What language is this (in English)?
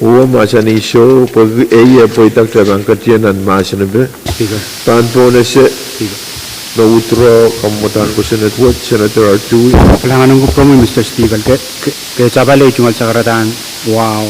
Pohnpeian